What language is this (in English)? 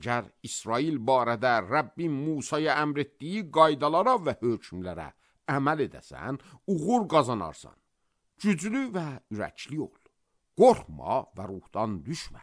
Azerbaijani